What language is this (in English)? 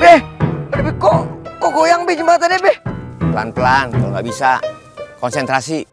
Betawi